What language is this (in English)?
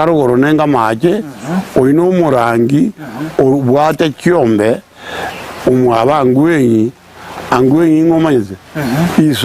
Gusii